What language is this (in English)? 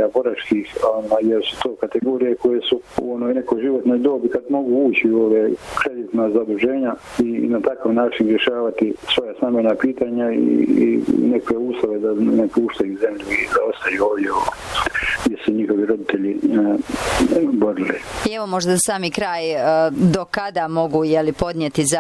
Bosnian